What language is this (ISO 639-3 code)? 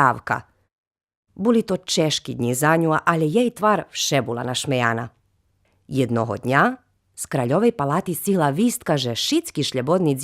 rue